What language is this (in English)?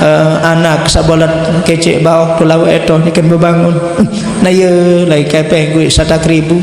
Sasak